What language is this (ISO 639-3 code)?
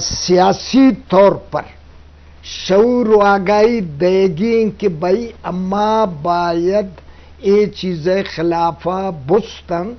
bgp